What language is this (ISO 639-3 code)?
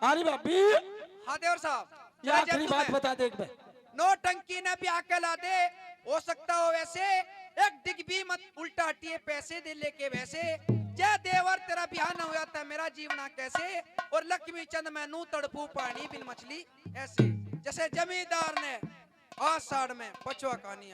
bgc